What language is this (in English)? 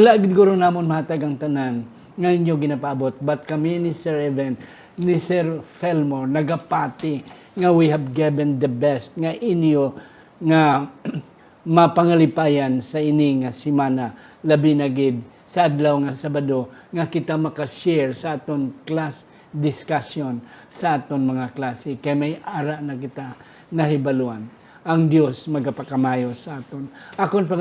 Hiligaynon